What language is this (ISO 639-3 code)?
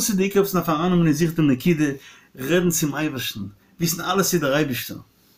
yid